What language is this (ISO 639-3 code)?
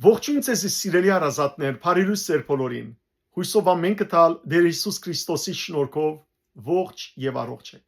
hyw